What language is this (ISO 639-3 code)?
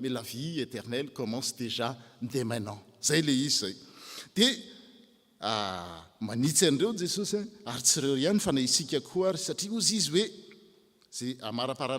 mlg